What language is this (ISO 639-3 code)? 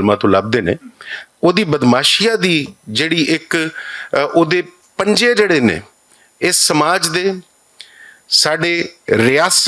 lah